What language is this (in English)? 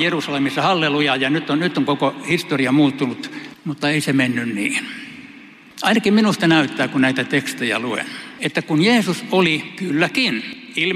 Finnish